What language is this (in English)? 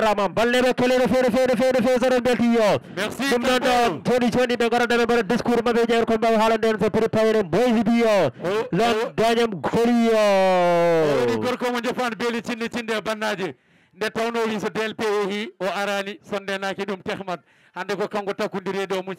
Fula